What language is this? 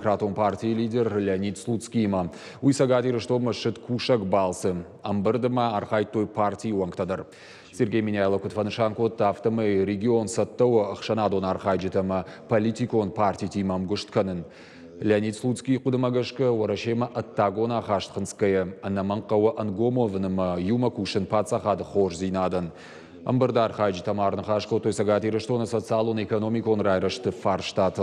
Ossetic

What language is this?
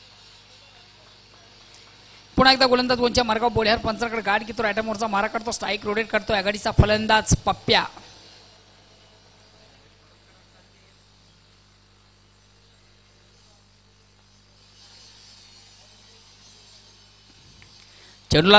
Marathi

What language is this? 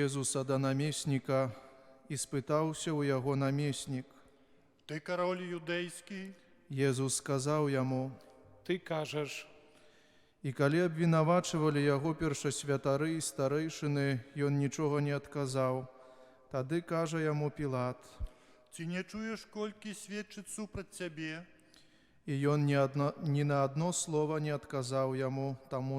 Belarusian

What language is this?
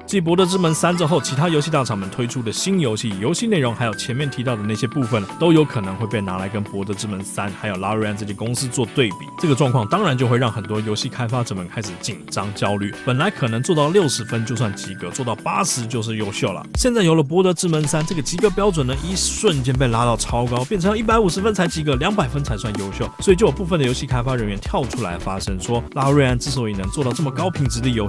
Chinese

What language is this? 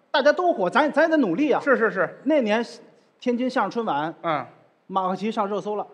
Chinese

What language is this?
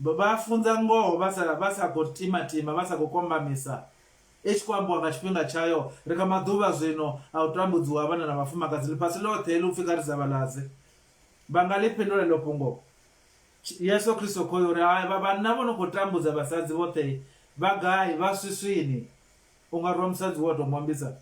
Venda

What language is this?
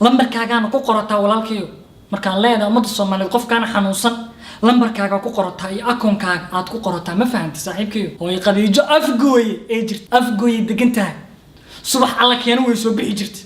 Somali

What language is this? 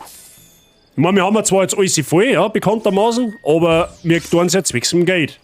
Bavarian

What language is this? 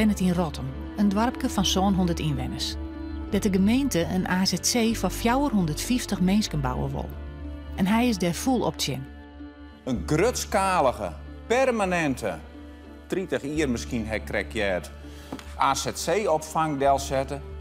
Western Frisian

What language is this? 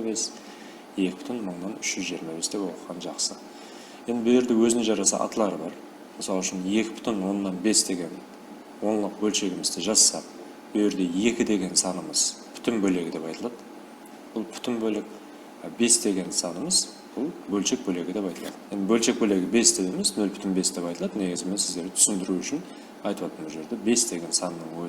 Kara-Kalpak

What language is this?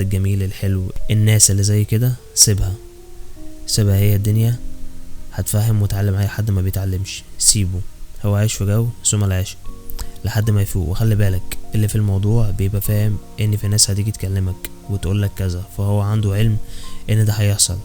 Egyptian Arabic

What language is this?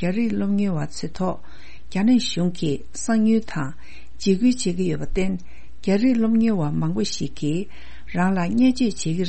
Tibetan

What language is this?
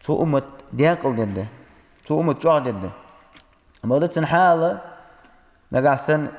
Ingush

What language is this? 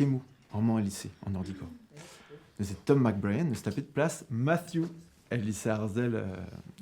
Breton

